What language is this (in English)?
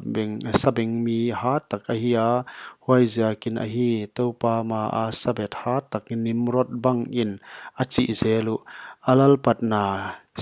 Paite Chin